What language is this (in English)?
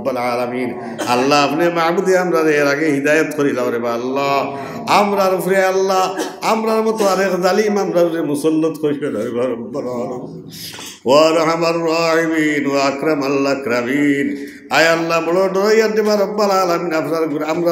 Sylheti